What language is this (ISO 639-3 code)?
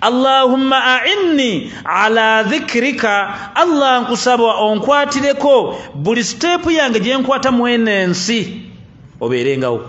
lug